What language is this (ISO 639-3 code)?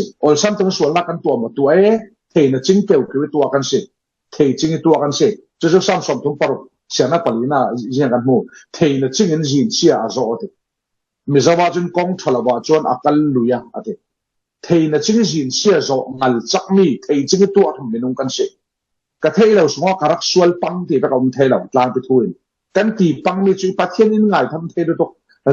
cfm